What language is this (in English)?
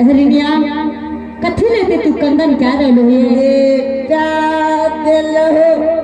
Angika